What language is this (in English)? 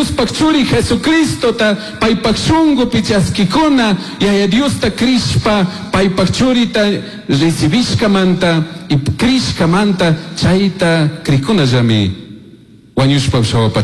Chimborazo Highland Quichua